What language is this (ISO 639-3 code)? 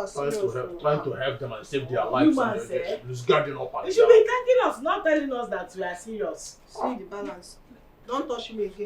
pcm